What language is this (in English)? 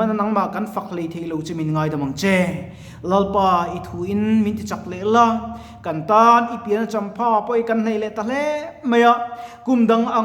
Mizo